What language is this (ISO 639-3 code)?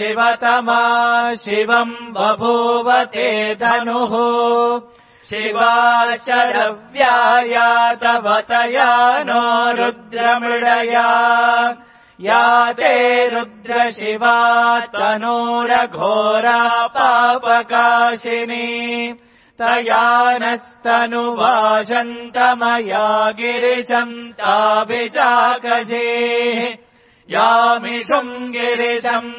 san